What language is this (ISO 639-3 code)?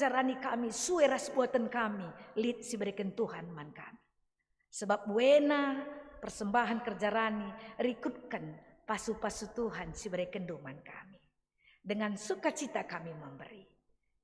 btx